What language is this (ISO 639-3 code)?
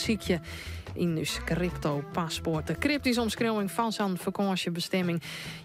fry